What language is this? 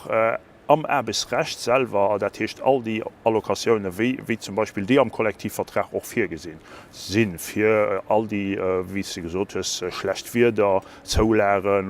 Luxembourgish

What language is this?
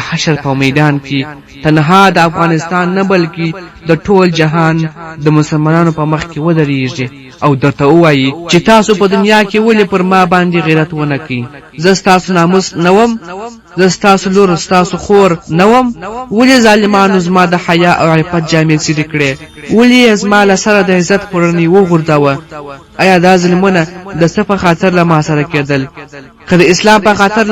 Pashto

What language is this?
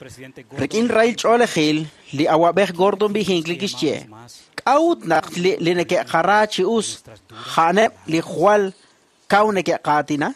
Kekchí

